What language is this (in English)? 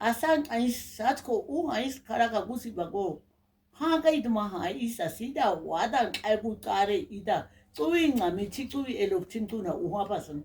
Nama